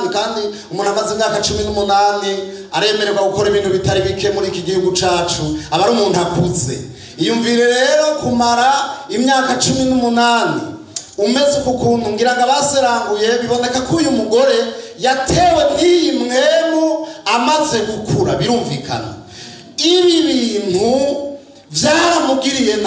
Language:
Rundi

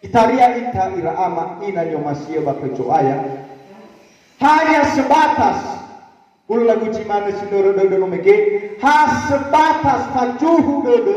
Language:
Nias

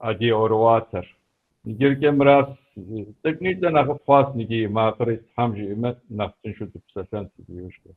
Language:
Kabardian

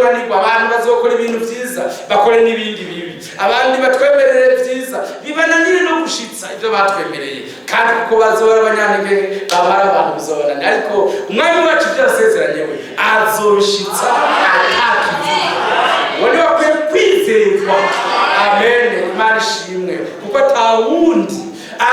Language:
Rundi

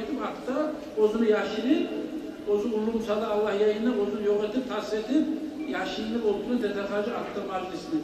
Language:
Kumyk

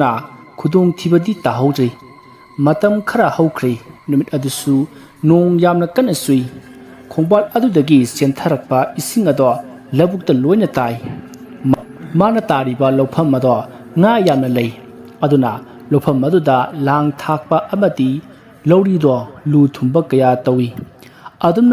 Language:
Manipuri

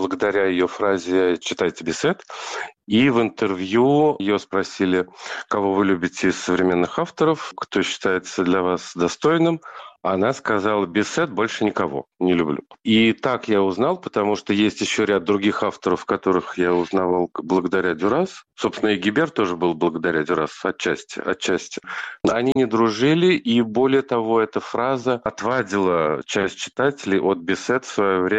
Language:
Russian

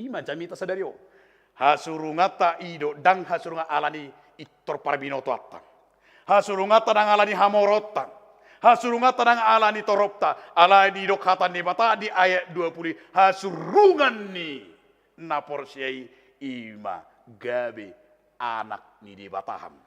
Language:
Batak Toba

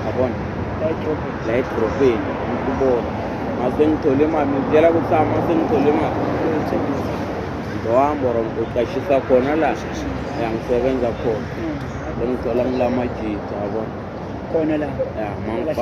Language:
Zulu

